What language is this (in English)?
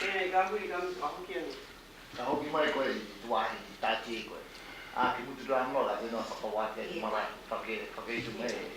Māori